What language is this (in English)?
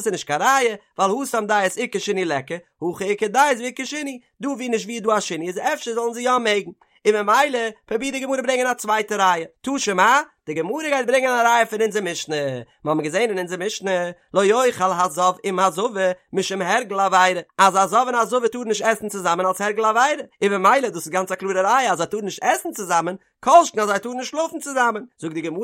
Yiddish